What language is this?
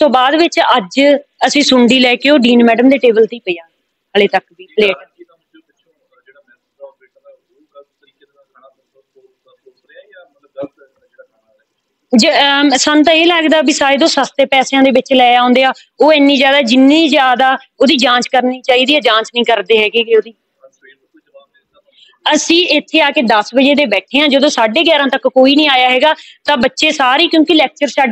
Punjabi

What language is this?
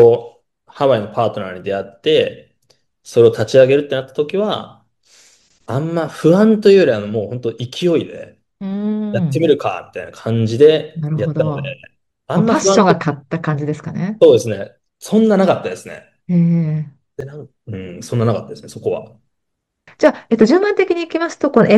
Japanese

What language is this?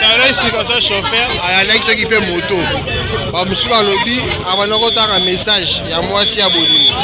Lingala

